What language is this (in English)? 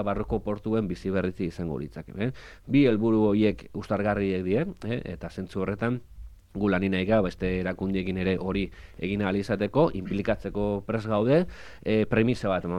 Basque